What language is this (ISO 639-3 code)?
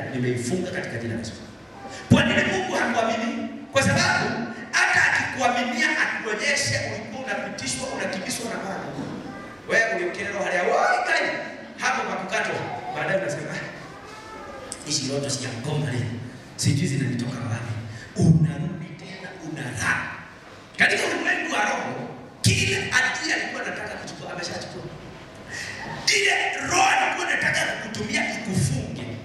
swa